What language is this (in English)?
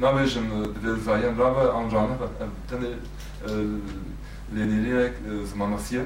Kurdish